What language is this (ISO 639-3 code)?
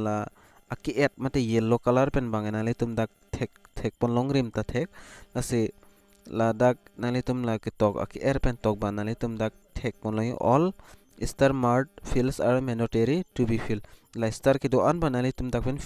mjw